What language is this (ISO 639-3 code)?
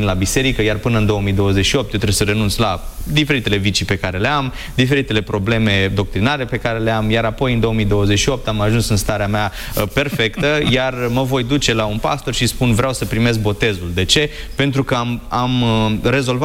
ron